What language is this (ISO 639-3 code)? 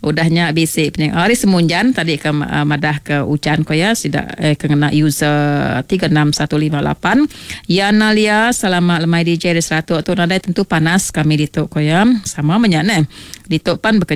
iba